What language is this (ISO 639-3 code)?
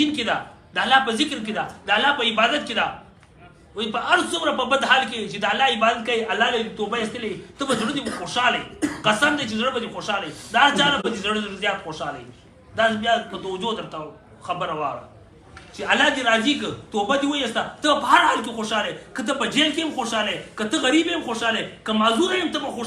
pus